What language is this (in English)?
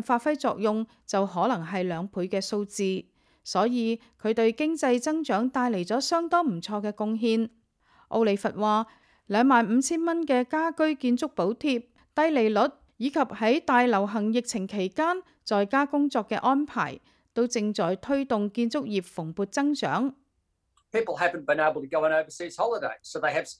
Cantonese